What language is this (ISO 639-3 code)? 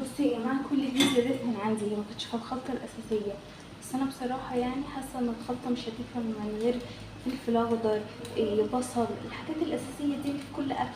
arz